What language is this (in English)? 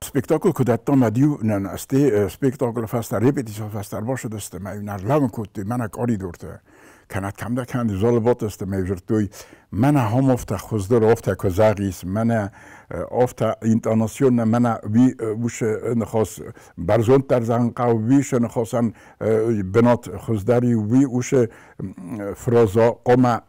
Ossetic